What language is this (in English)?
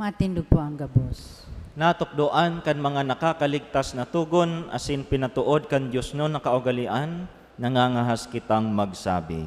Bikol